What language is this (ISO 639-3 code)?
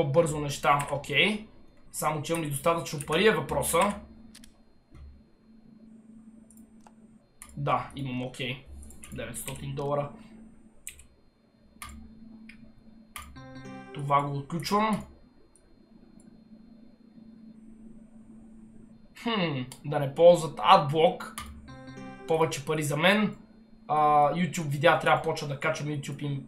bul